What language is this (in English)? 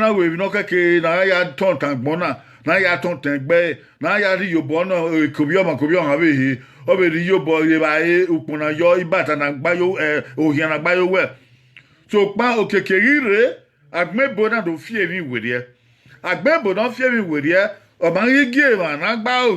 Bini